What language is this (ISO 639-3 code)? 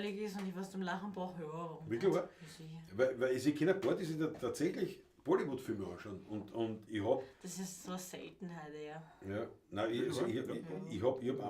bar